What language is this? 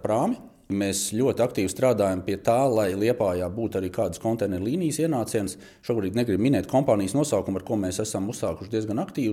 Latvian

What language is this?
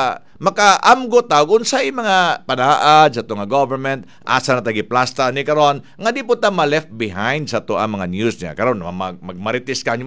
Cebuano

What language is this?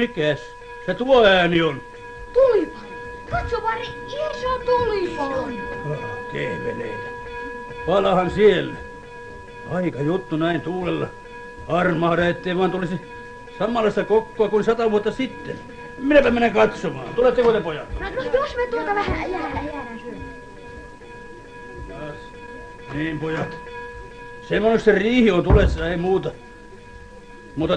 Finnish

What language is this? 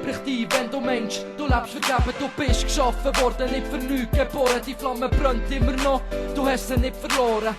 Swiss German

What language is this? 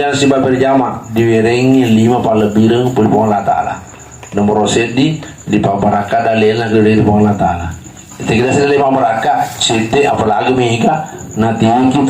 Buginese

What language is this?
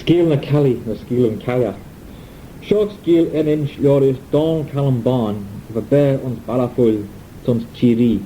Manx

